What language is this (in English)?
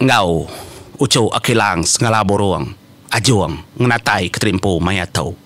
Iban